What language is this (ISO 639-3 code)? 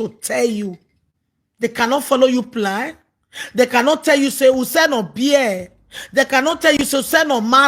pcm